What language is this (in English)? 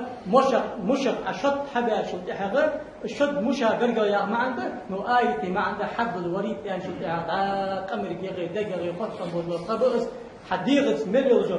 Ingush